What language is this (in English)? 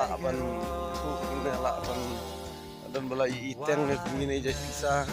Khasi